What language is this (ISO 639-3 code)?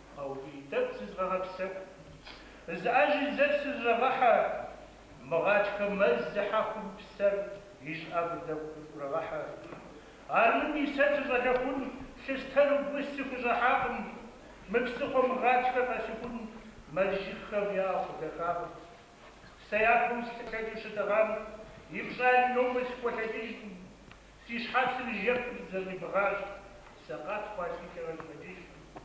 kbd